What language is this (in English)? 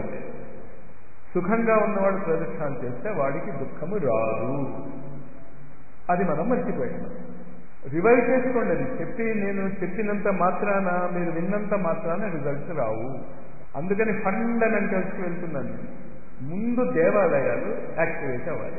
Telugu